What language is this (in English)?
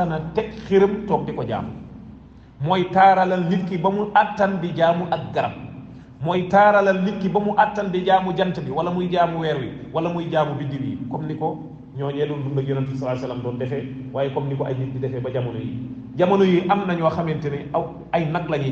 Wolof